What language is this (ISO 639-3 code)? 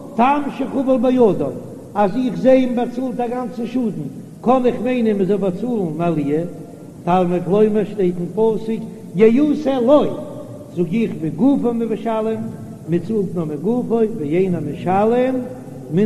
yid